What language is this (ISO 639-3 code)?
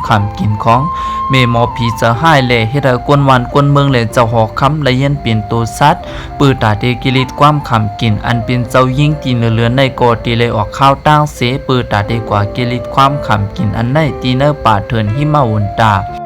shn